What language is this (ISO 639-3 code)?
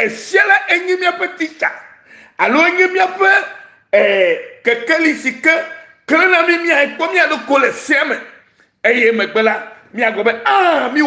ewe